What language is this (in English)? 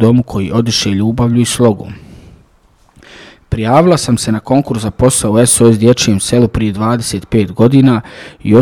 Bosnian